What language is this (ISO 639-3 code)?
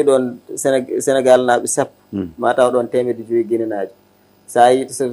ful